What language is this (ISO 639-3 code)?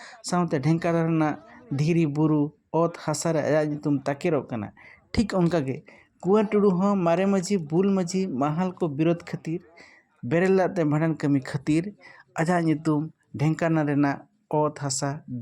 sat